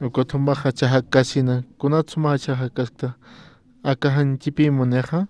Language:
Aymara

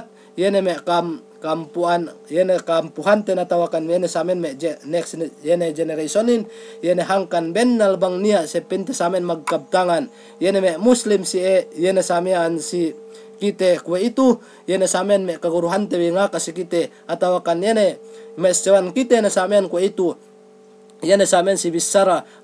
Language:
Yakan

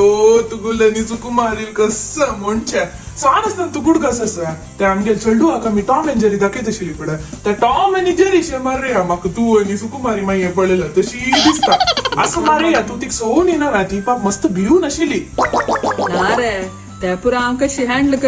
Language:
Konkani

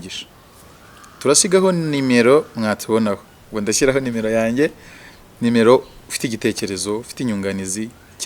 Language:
Kinyarwanda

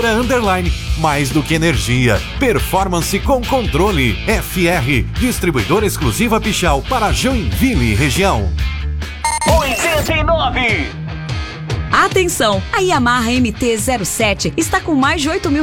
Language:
Portuguese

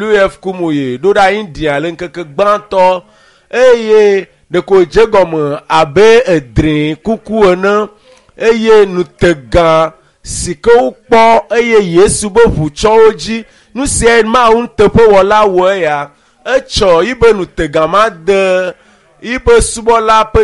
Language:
Ewe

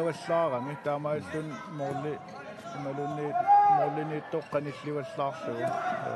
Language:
Kalaallisut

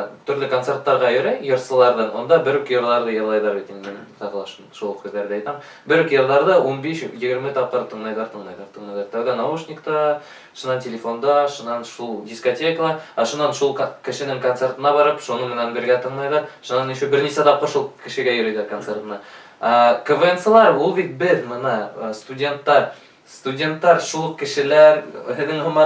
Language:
Bashkir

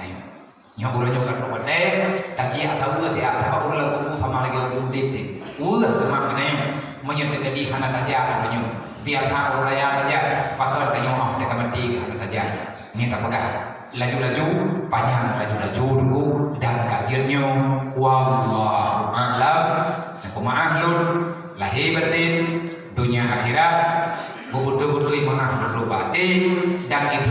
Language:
Achinese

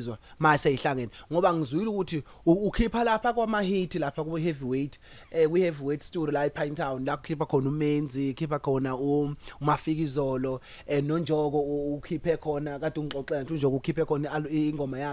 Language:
Zulu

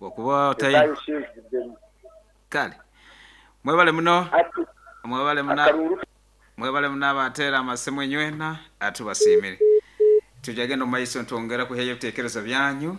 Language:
Nyoro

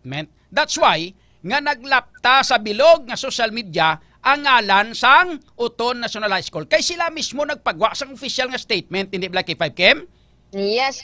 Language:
Hiligaynon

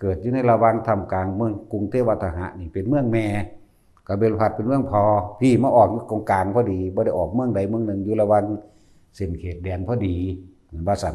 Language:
Northeastern Thai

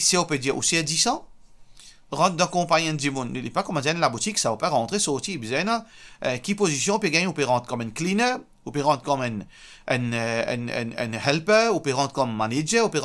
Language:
Morisyen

